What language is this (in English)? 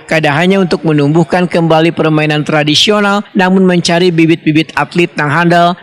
Banjar